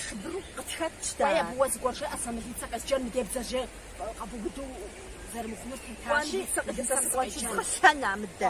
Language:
Kabardian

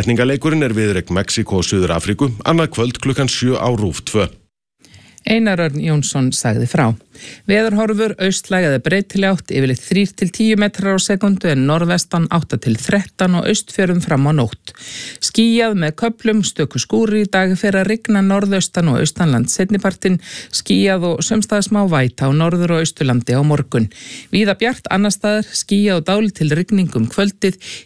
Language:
Icelandic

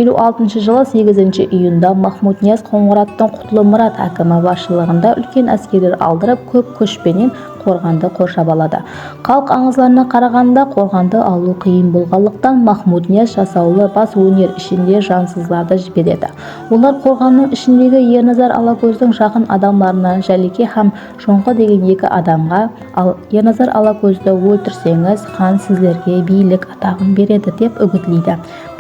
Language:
Kara-Kalpak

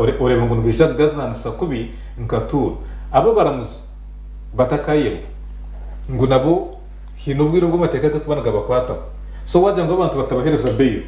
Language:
Nyankole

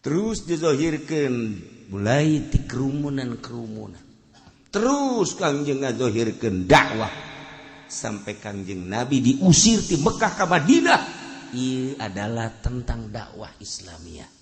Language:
Sundanese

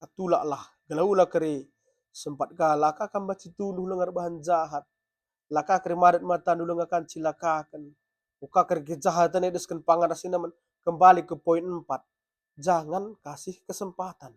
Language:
Batak Karo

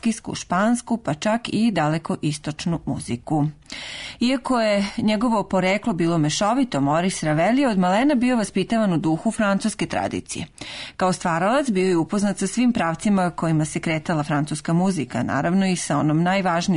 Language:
Serbian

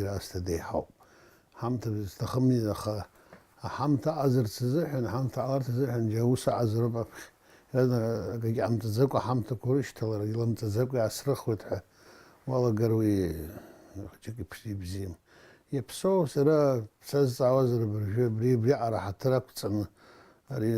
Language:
Abkhazian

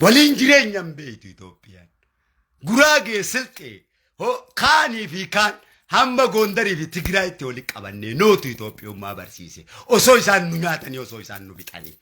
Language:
Oromo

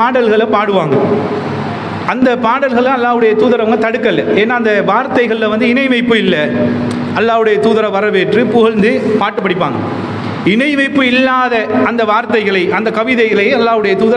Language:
Tamil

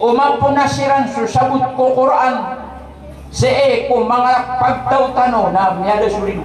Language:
Maranao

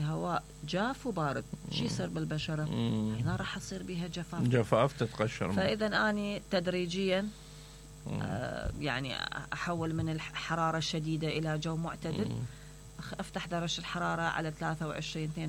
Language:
Mesopotamian Arabic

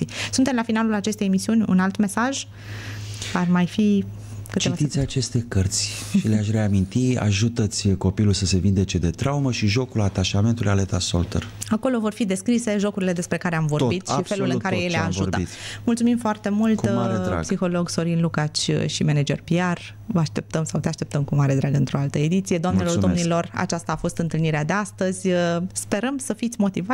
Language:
Romanian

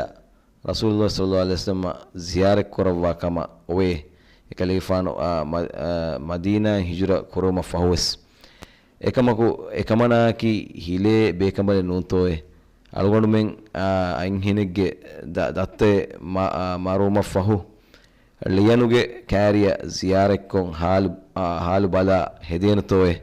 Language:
Divehi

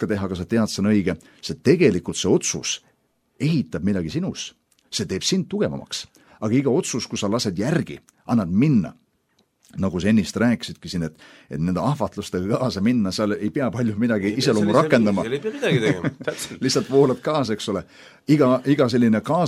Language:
Estonian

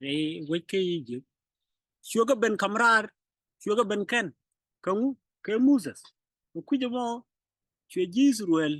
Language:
Nuer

